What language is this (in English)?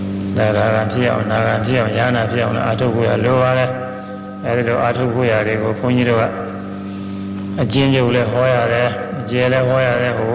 Burmese